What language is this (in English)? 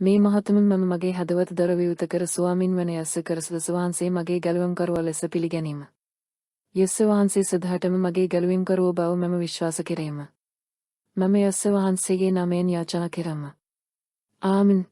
Sinhala